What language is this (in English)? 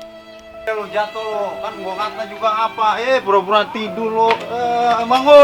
Betawi